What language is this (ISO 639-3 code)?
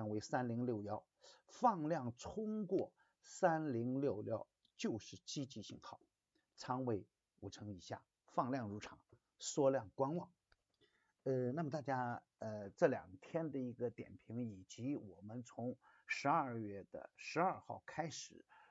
zho